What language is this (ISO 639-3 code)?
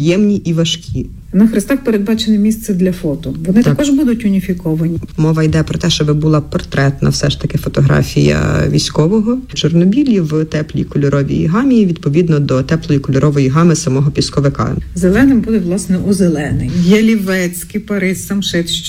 ukr